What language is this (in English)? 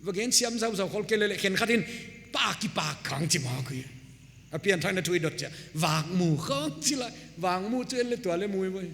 Paite Chin